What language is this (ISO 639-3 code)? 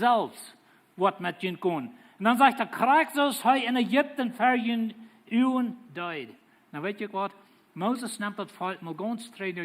pdt